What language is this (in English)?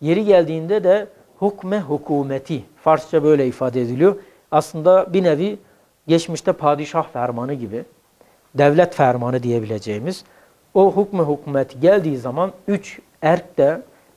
Turkish